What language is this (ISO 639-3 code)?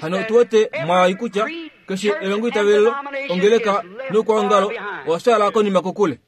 kua